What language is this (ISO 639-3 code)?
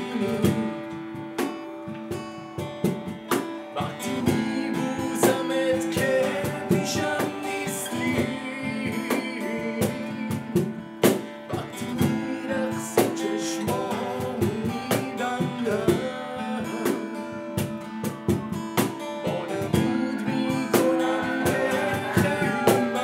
fas